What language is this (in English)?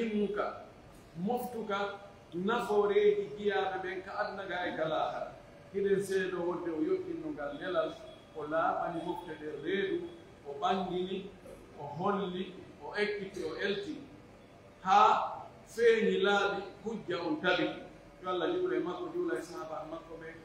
Pular